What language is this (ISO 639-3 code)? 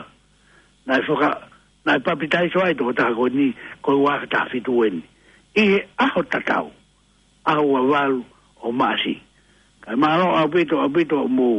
ton